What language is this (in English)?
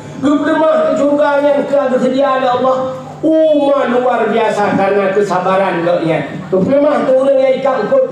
Achinese